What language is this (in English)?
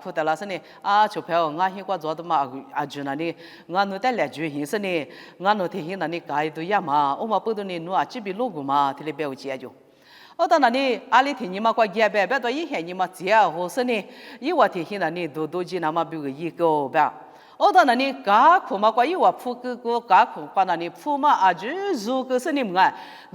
Lisu